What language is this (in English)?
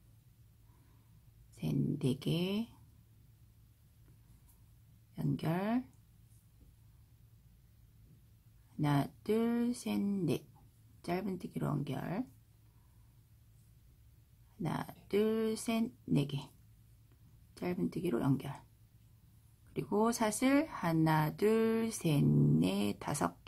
Korean